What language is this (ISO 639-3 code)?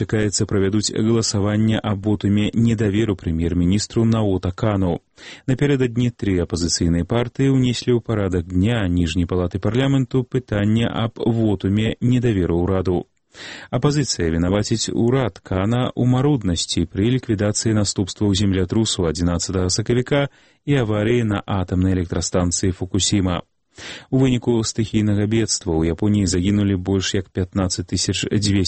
bel